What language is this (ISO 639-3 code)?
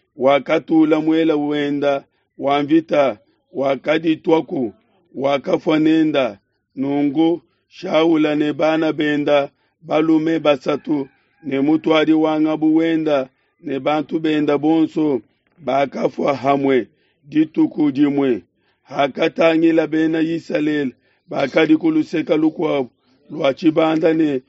lua